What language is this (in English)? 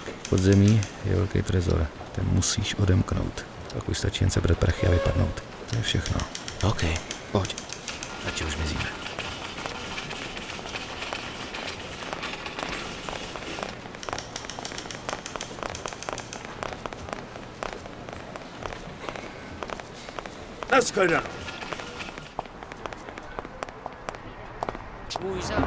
Czech